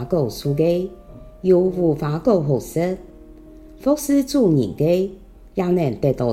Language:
Hakka Chinese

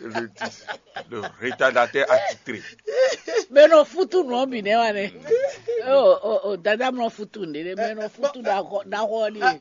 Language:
Fon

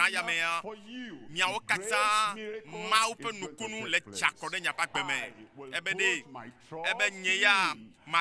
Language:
Ewe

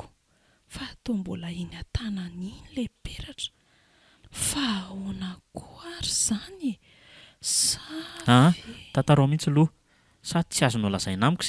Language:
Malagasy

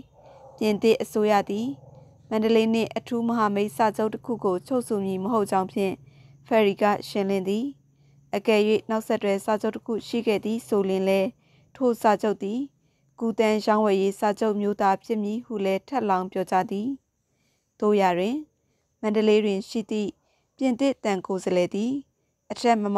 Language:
Burmese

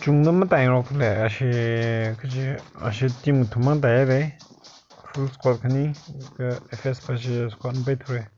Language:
Tangkhul Naga (India)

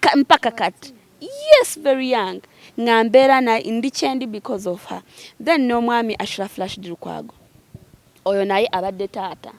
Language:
Ganda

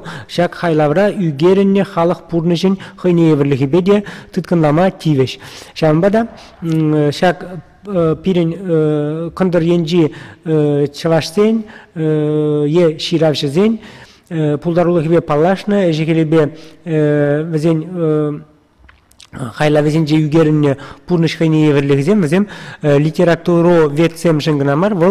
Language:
Chuvash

